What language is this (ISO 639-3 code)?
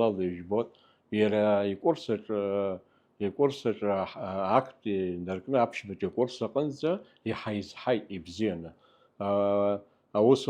abk